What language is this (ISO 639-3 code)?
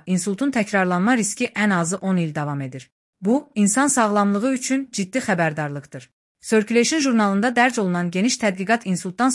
aze